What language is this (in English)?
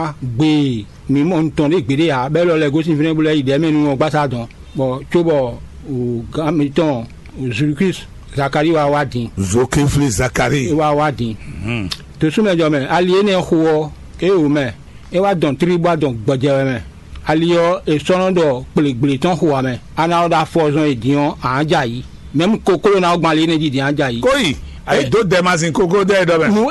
Fon